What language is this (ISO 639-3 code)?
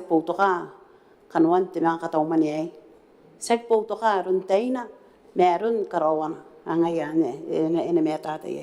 gil